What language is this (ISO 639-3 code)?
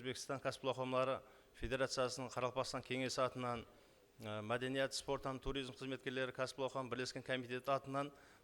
kaa